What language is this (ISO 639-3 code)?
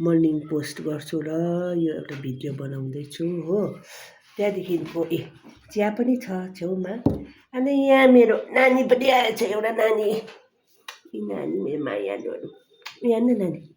nep